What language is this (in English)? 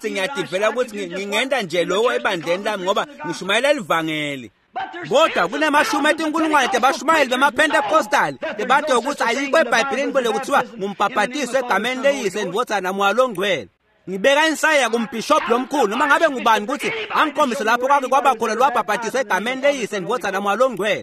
Swati